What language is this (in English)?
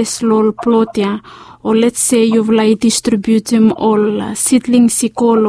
Bislama